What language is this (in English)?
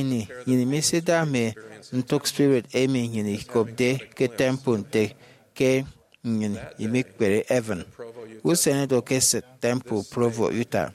Efik